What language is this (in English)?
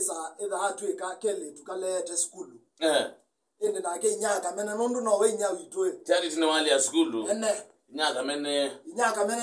Kamba